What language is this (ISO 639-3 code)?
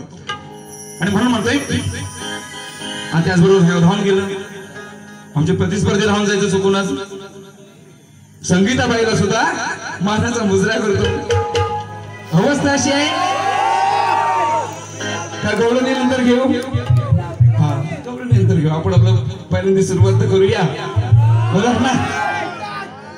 mar